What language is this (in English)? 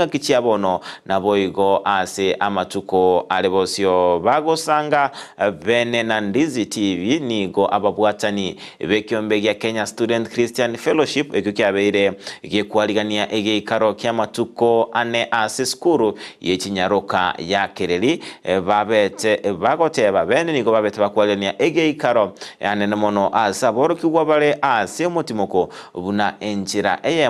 Gusii